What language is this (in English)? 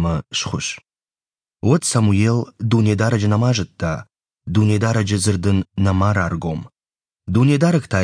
Ossetic